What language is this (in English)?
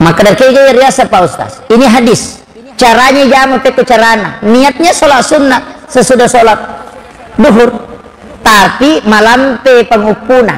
Buginese